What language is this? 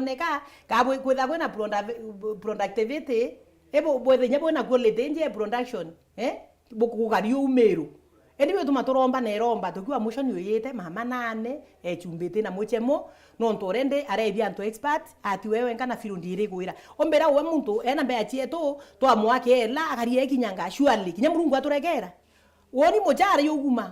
Meru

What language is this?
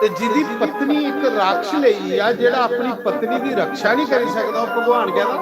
Dogri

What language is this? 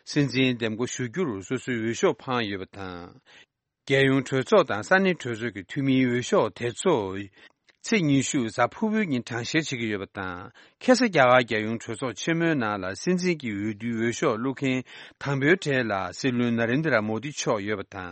Tibetan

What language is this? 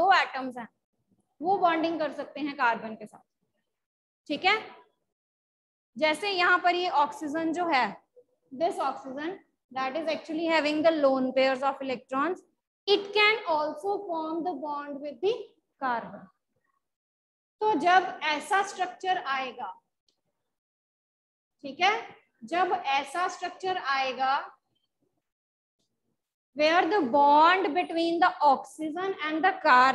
Hindi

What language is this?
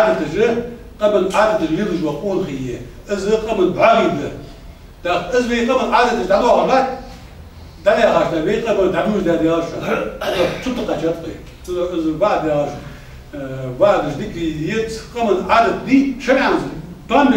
Ingush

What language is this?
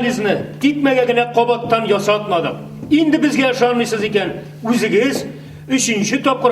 Tatar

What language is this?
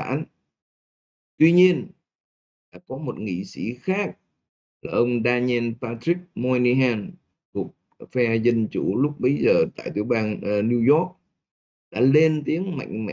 Vietnamese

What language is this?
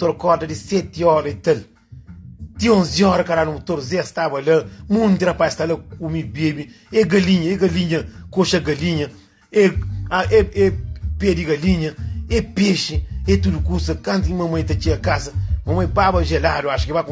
Kabuverdianu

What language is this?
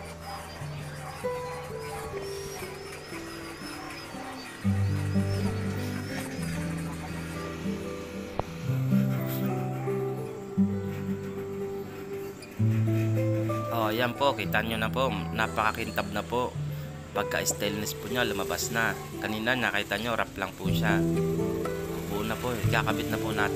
Filipino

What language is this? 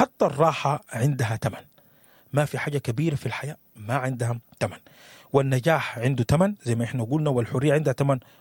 Sudanese Arabic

